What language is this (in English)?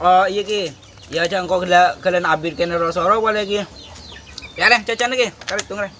Madurese